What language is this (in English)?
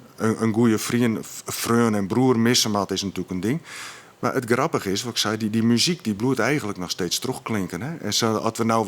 Western Frisian